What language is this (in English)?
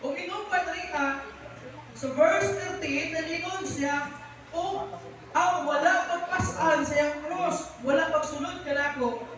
Cebuano